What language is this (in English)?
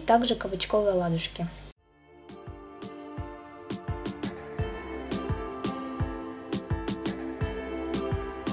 Russian